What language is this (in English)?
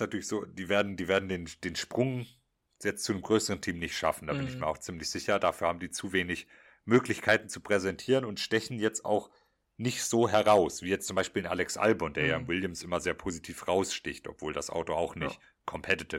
German